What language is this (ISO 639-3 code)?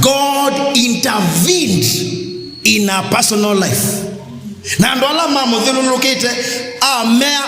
kam